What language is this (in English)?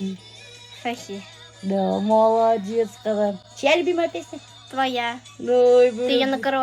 Bashkir